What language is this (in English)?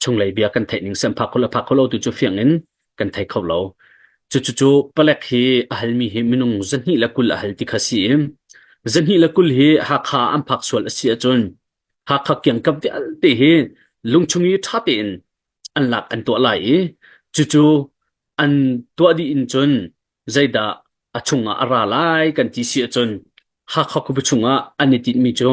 Hakha Chin